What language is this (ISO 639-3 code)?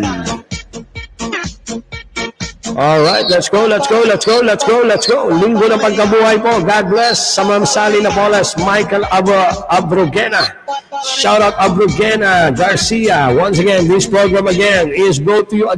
fil